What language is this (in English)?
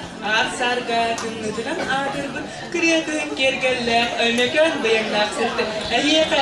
Yakut